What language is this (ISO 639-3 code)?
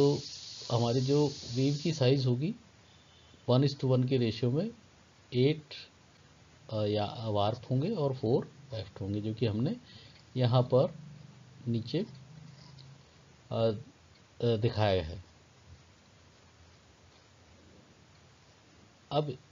hin